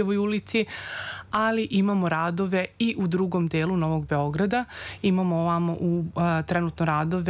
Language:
Serbian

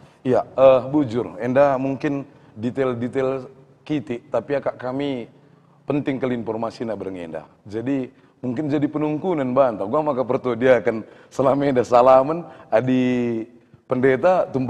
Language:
Batak Karo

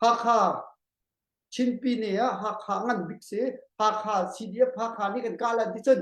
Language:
Hakha Chin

